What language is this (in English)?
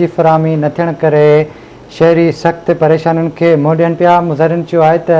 Sindhi